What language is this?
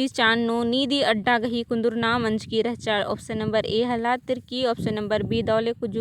Kurukh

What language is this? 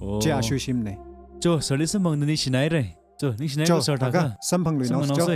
Tangkhul Naga (India)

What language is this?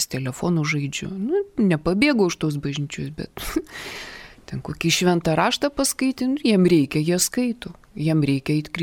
Lithuanian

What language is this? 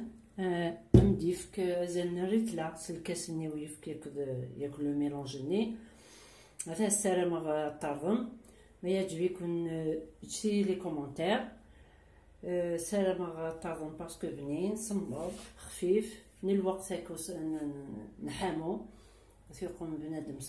Kabyle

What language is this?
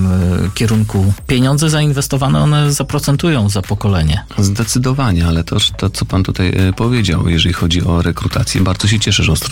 Polish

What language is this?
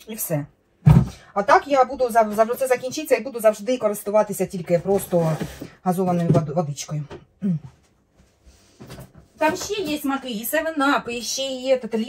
Ukrainian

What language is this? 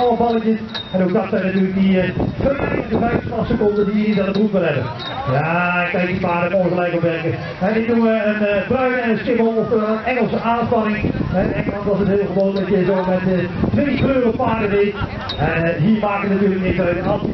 Dutch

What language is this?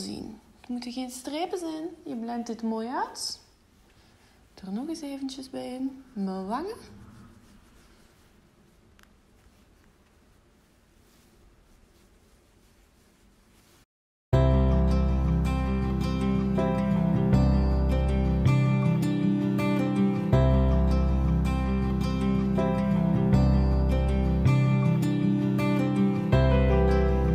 Dutch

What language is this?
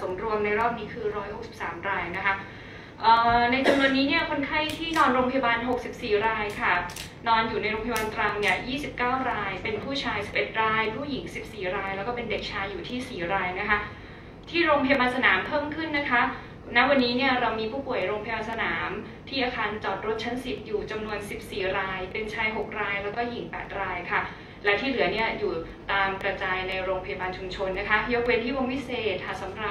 Thai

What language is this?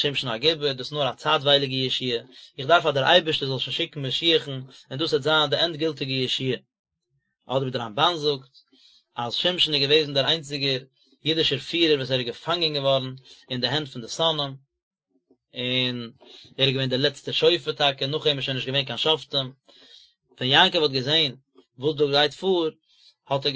Yiddish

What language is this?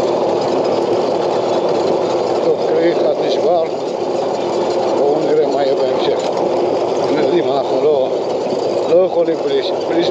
Hebrew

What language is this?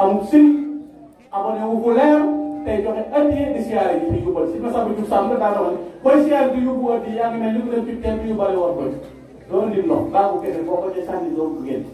Wolof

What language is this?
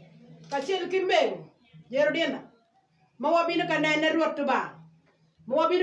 Acoli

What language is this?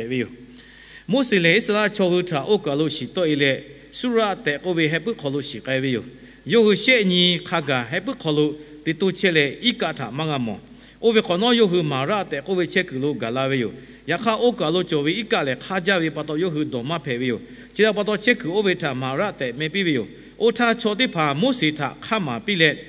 Lahu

